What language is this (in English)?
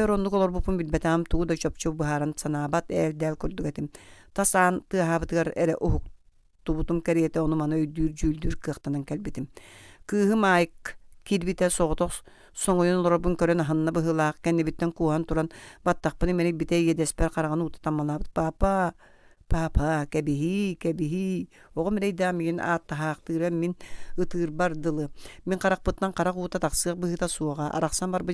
Yakut